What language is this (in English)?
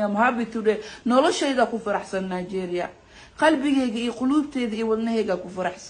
Somali